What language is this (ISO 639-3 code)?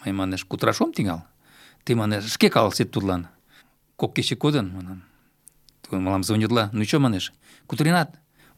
chm